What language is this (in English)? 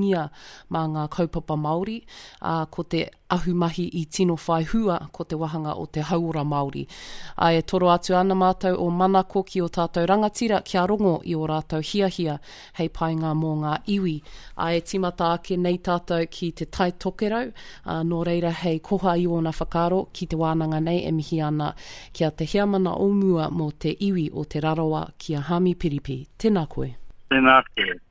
Māori